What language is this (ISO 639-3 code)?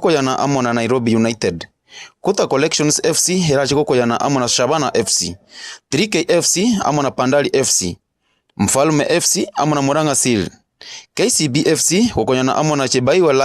guz